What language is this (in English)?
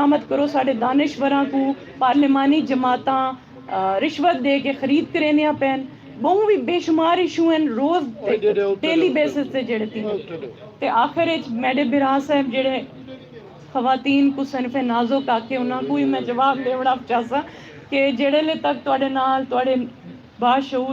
Saraiki